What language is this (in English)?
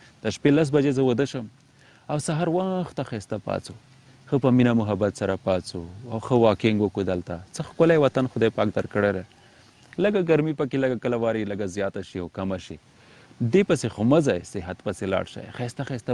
Pashto